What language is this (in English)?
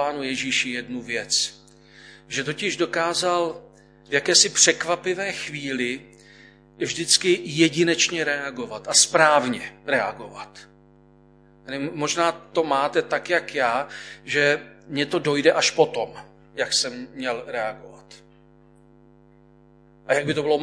Czech